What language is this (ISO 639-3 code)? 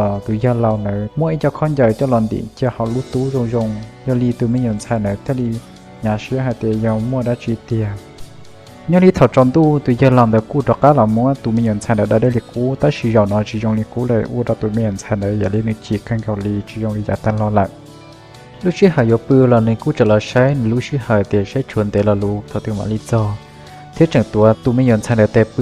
hmn